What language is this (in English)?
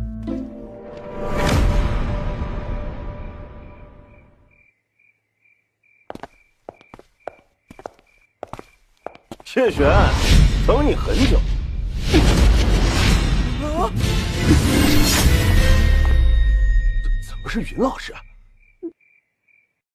Chinese